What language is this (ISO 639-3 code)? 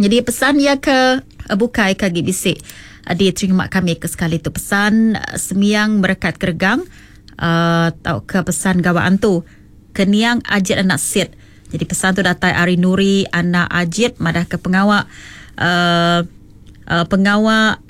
iba